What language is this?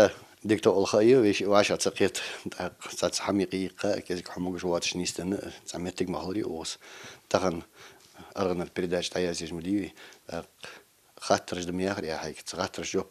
Ingush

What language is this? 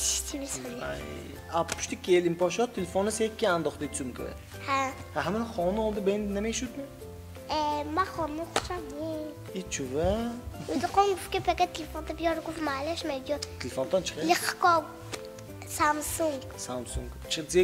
Tajik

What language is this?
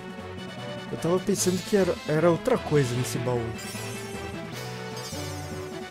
Portuguese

